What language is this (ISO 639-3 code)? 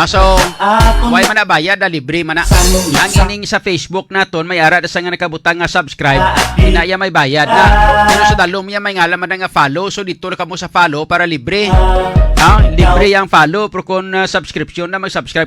hil